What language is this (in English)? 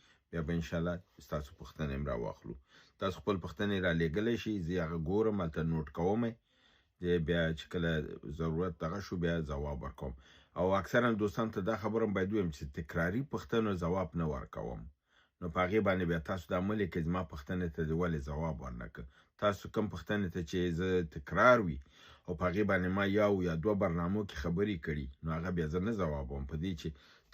Pashto